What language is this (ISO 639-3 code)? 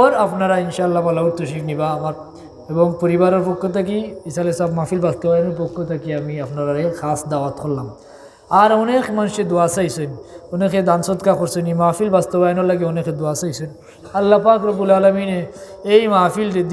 syl